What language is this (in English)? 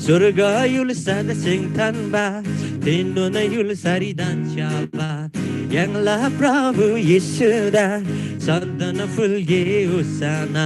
Eastern Tamang